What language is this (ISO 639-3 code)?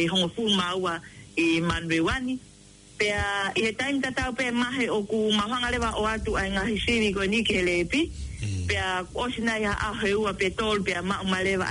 ton